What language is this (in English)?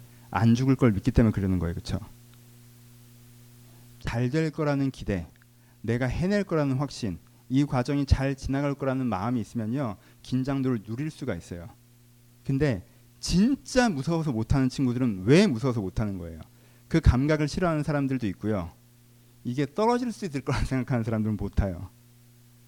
Korean